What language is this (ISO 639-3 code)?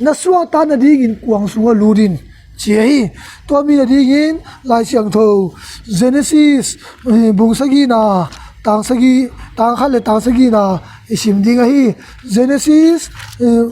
ctd